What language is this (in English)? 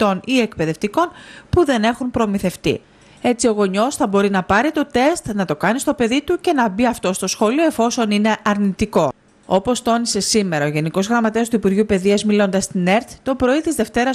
Greek